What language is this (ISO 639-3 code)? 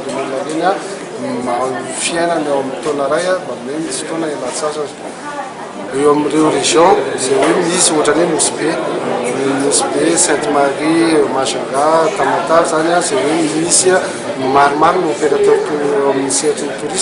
mlg